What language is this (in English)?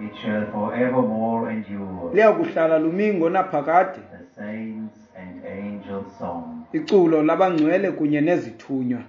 Xhosa